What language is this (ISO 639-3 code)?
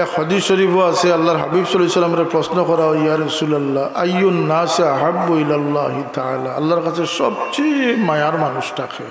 syl